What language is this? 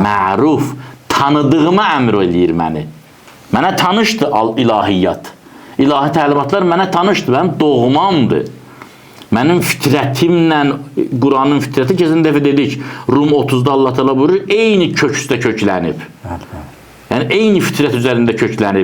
Azerbaijani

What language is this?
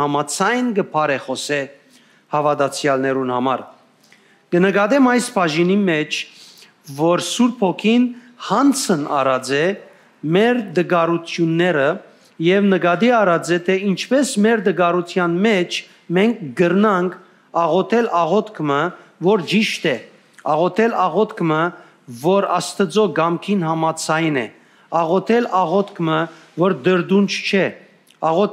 Western Armenian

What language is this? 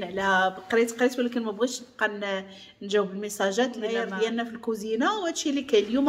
Moroccan Arabic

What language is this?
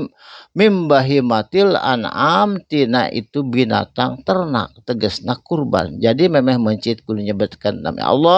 Sundanese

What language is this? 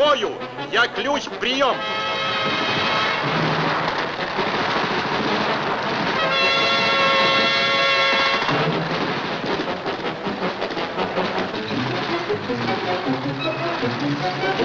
Russian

